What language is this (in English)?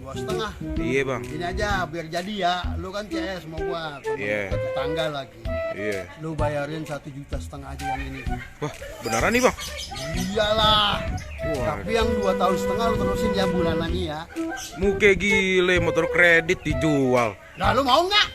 Betawi